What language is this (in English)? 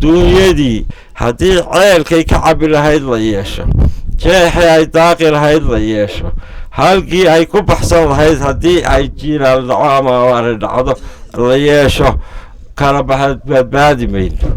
Somali